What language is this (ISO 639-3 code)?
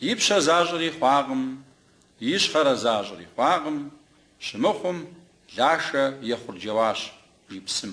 kbd